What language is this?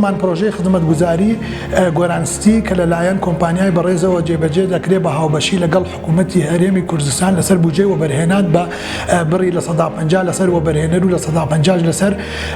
Central Kurdish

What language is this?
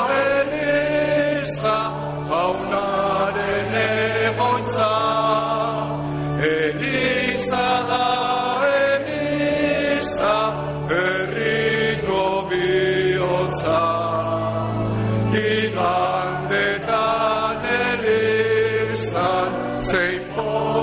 Basque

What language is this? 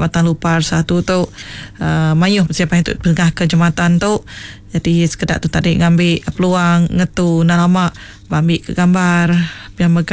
Iban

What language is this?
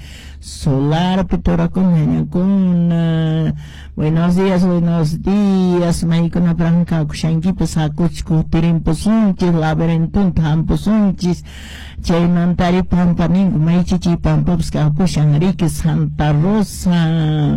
Quechua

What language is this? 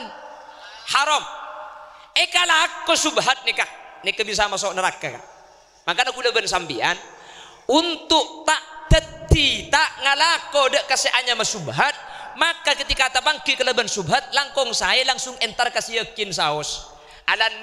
Madurese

